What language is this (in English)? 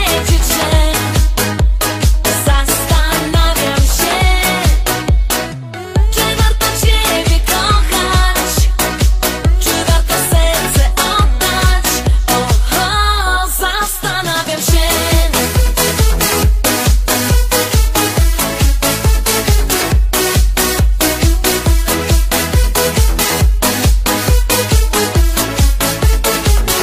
Polish